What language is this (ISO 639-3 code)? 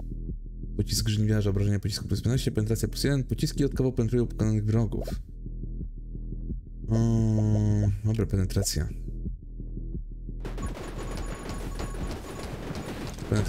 pol